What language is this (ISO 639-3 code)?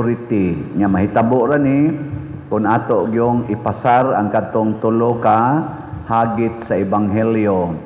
ceb